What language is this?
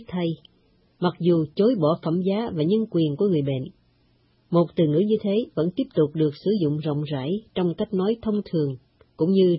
Vietnamese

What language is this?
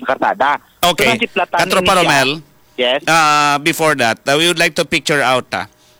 Hiligaynon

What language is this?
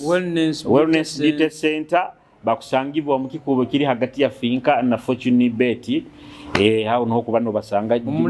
Nyoro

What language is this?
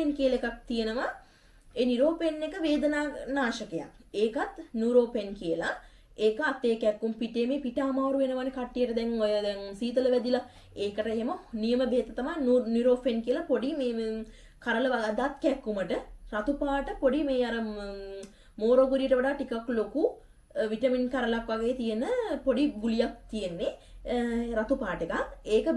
Sinhala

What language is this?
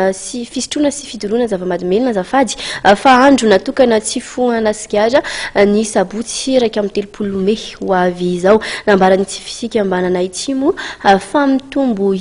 Malagasy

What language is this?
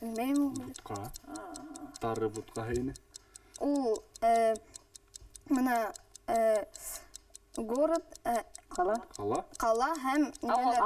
Bashkir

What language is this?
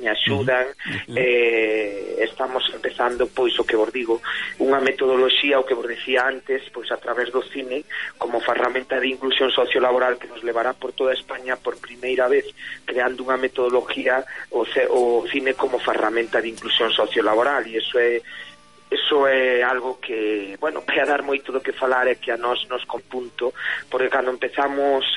Galician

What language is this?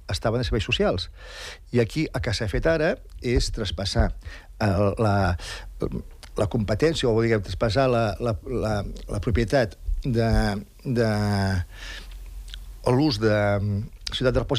Catalan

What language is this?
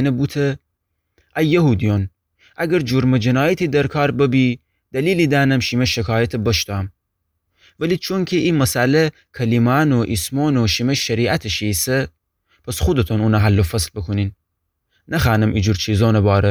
Gilaki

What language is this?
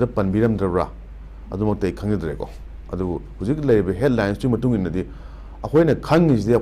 Manipuri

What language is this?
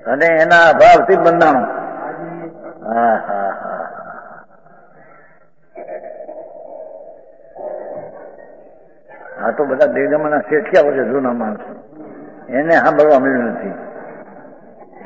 Gujarati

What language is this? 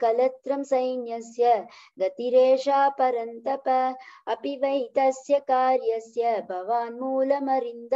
Sanskrit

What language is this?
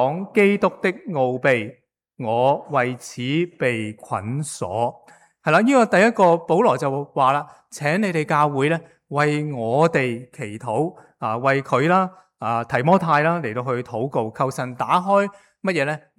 Cantonese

